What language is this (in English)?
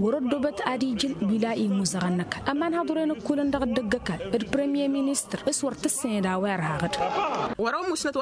Tamasheq